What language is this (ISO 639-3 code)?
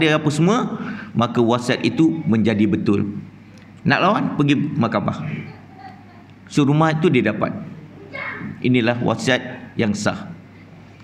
msa